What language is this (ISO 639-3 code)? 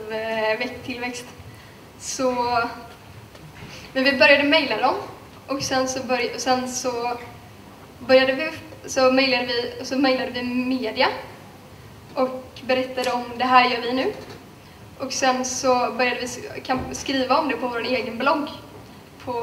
swe